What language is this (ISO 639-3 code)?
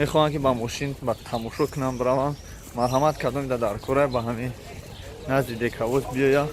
tgk